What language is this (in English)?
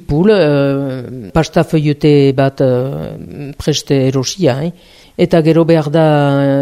Basque